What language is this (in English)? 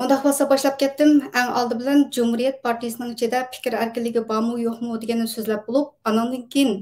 Uyghur